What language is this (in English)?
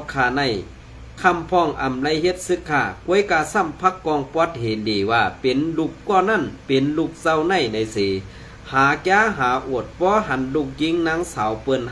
Shan